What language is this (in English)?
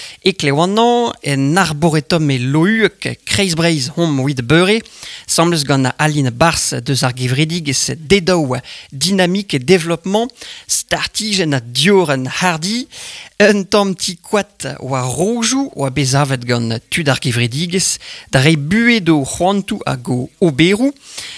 Breton